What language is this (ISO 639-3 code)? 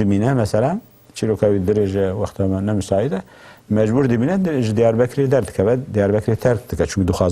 kur